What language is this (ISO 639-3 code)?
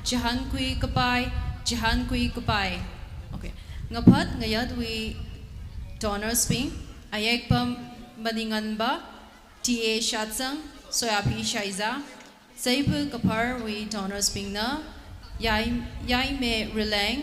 nmf